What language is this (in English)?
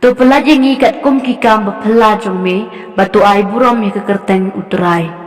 Khasi